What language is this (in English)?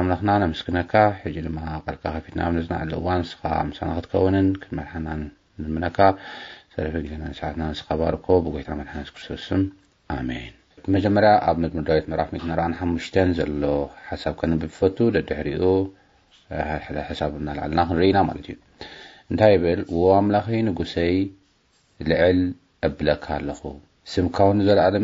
Tigrinya